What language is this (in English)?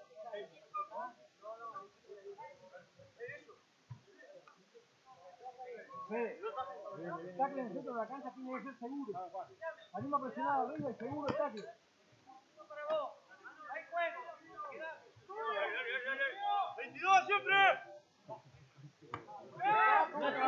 Spanish